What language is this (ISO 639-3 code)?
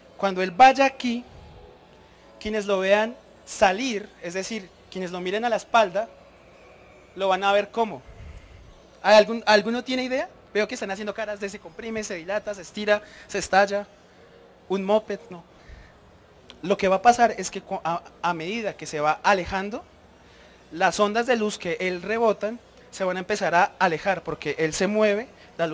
spa